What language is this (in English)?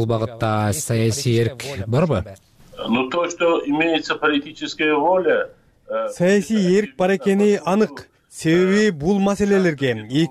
Kyrgyz